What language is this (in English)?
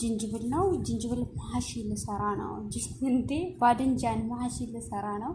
Amharic